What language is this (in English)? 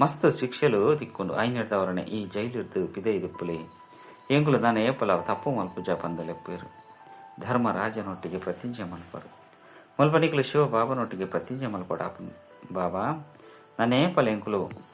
Tulu